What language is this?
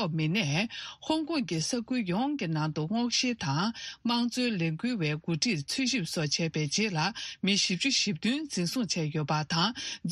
Tibetan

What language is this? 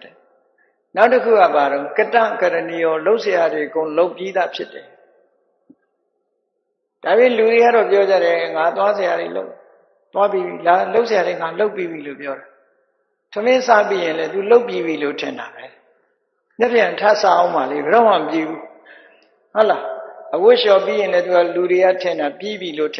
Burmese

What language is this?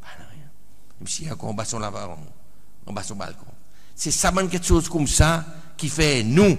Seselwa Creole French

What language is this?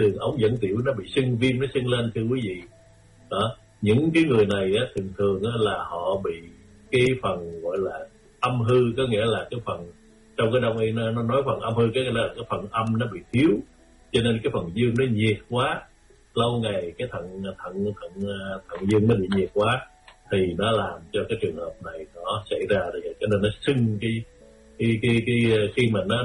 Vietnamese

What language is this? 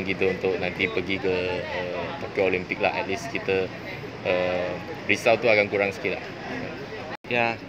Malay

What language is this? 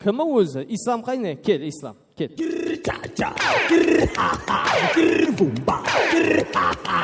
Kara-Kalpak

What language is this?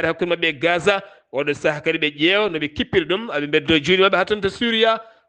Fula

